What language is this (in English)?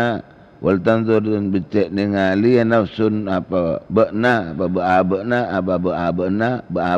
Madurese